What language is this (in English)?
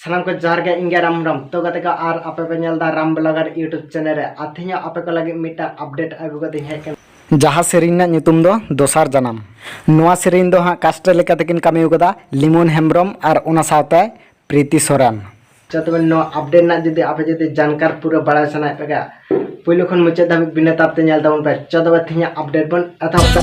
Santali